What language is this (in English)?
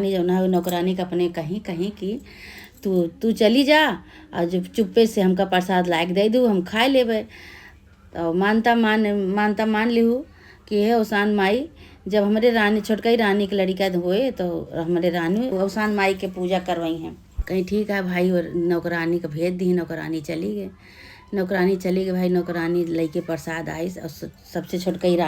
Awadhi